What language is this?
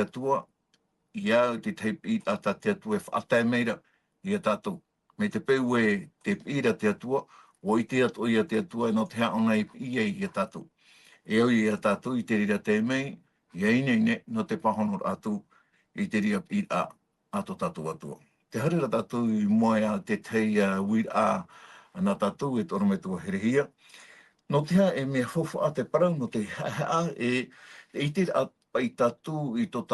Tahitian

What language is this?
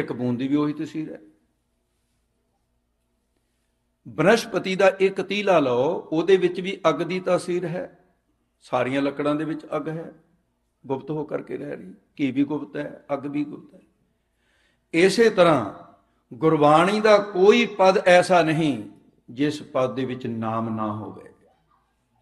Punjabi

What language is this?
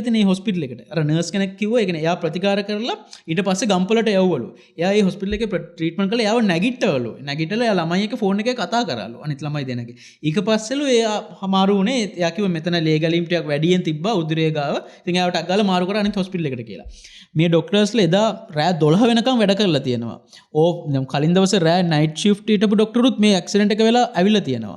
Sinhala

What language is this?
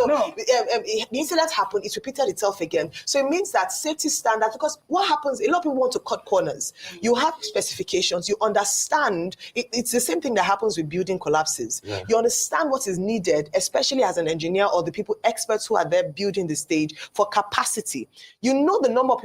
Nigerian Pidgin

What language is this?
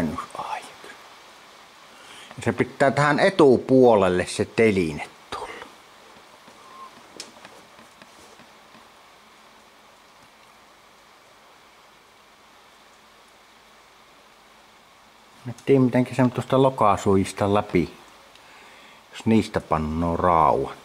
Finnish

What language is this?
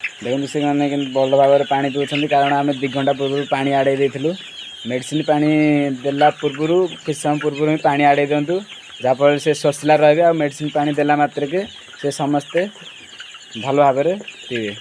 Odia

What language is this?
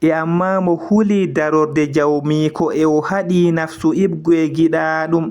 Fula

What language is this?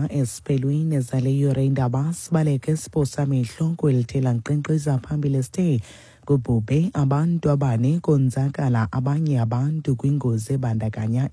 Xhosa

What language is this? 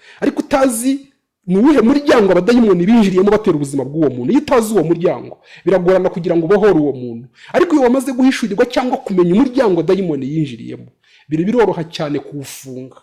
Kinyarwanda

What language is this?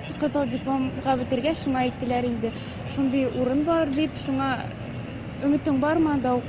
Bashkir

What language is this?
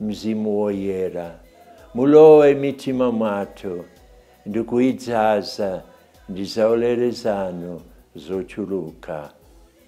Nyanja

